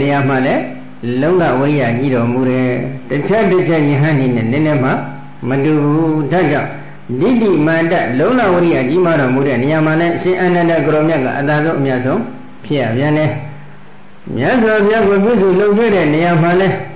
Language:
Burmese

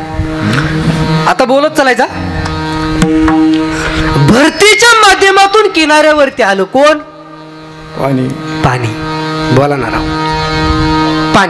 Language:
Marathi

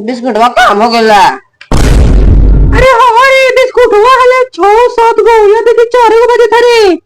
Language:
Magahi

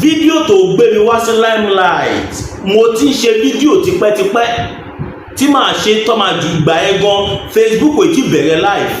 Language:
Yoruba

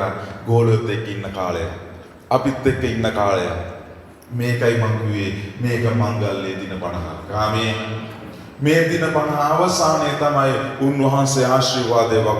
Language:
Sinhala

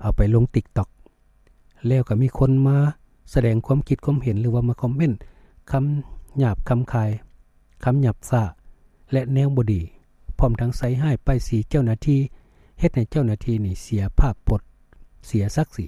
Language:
Lao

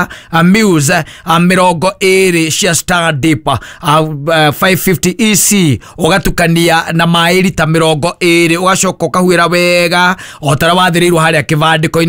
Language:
Kikuyu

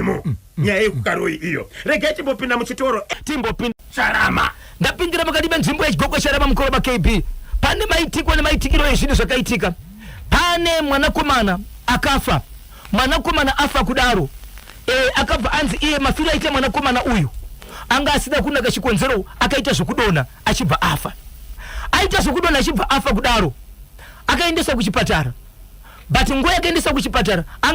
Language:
Shona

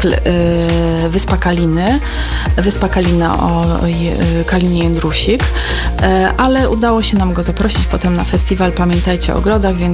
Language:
Polish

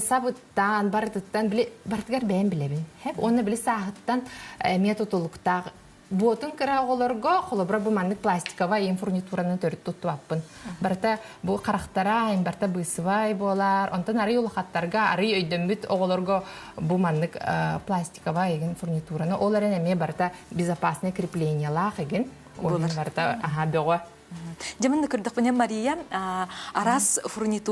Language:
Yakut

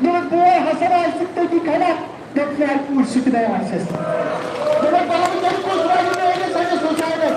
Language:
Kashmiri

